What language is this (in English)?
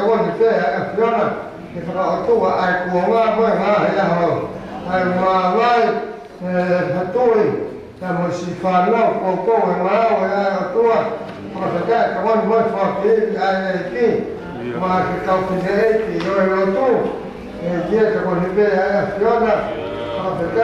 Tongan